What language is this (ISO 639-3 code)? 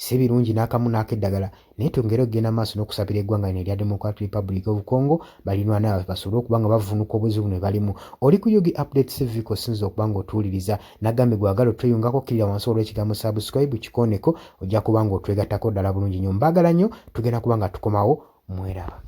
lug